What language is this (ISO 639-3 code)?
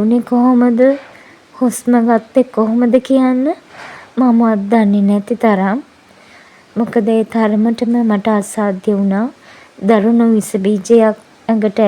sin